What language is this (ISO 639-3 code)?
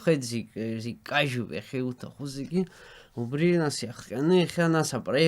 abk